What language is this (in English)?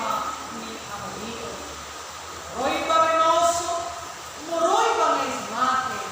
Nias